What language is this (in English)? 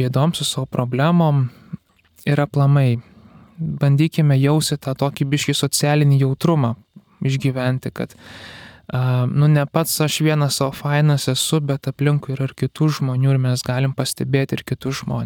Lithuanian